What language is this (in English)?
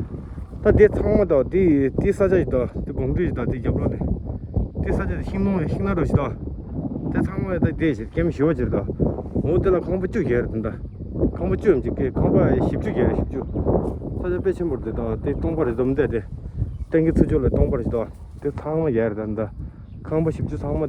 Tibetan